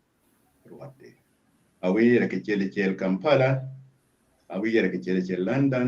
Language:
Acoli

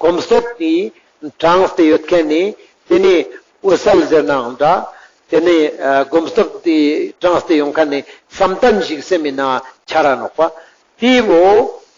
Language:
Ladakhi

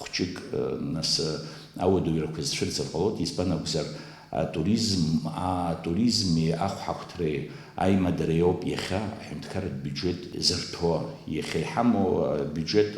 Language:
Abkhazian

